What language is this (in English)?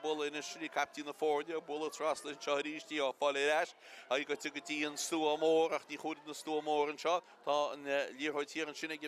Irish